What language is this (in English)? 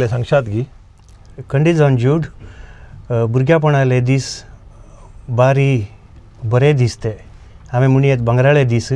Konkani